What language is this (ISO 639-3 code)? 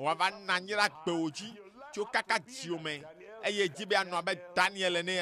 ewe